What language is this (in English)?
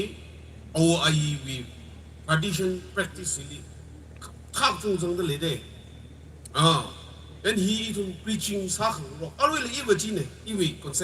Tangkhul Naga (India)